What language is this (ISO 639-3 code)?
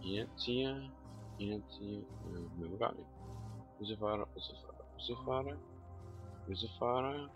gsw